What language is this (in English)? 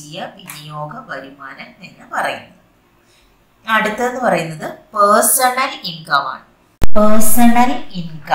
Malayalam